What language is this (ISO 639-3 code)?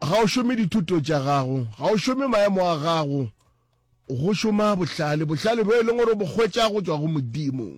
nso